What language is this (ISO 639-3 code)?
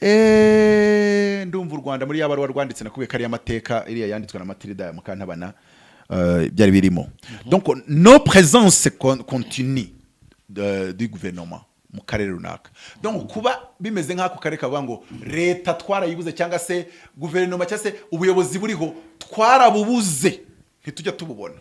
kin